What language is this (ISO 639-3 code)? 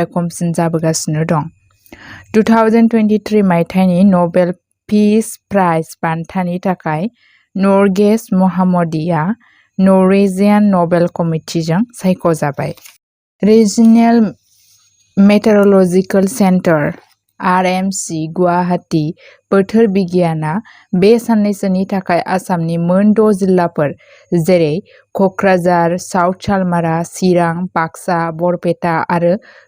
brx